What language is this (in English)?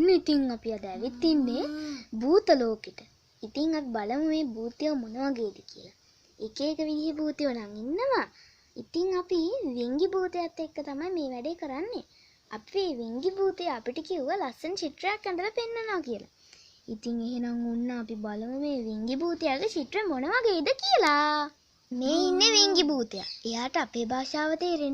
Sinhala